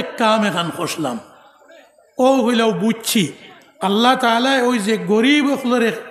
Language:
Sylheti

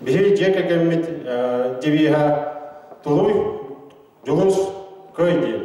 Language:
Yakut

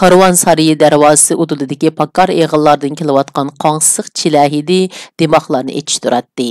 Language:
Uyghur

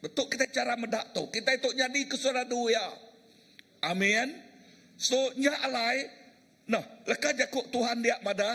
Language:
Iban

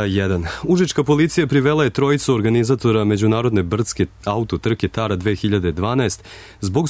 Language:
Serbian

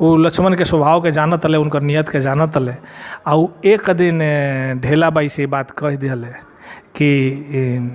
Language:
Bhojpuri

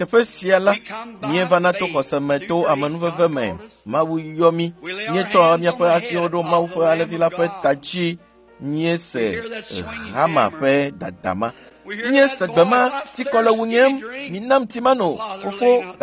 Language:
Ewe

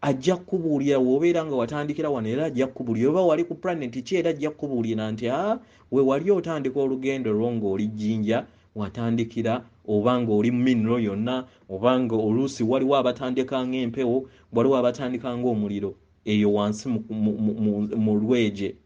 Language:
Ganda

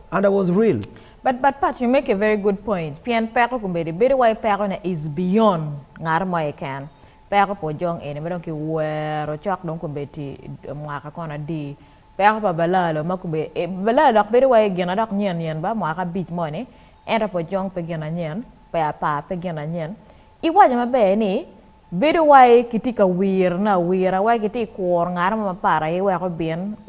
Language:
Acoli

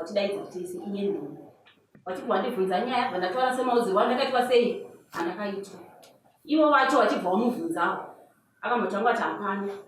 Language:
Shona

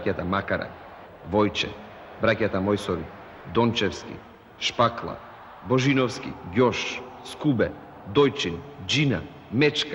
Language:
Macedonian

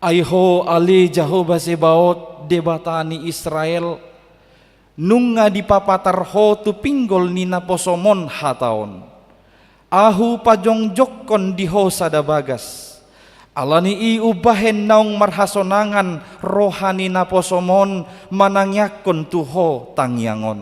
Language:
Batak Toba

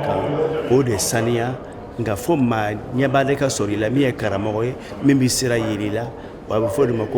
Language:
Bambara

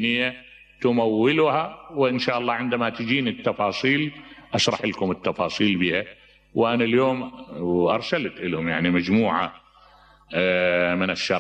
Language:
Mesopotamian Arabic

